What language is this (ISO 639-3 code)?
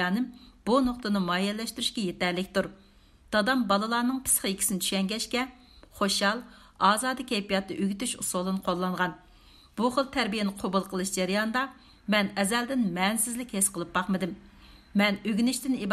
uig